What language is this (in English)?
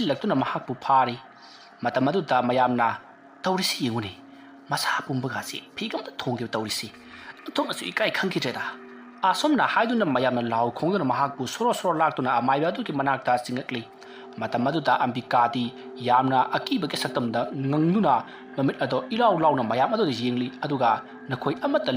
Manipuri